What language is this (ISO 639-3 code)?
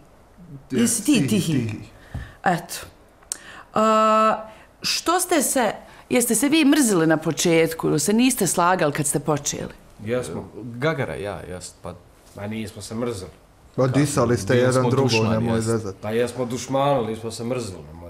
bos